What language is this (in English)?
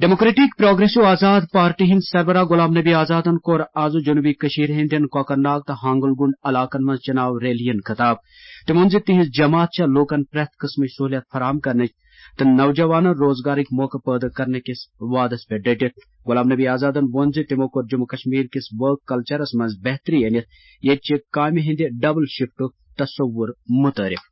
Kashmiri